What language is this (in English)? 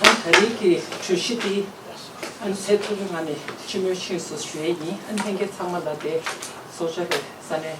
Tibetan